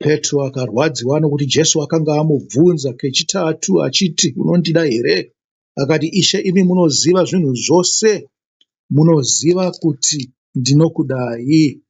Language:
Shona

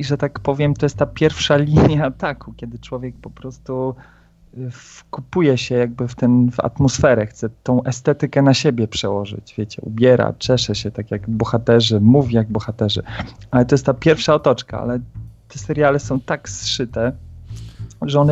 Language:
Polish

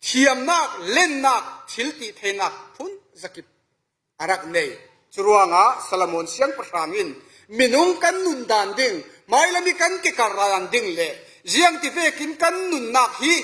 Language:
Falam Chin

